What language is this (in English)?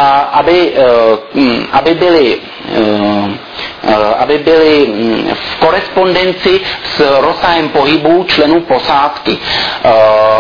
Czech